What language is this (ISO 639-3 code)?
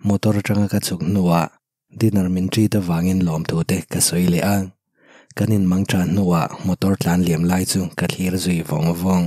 lus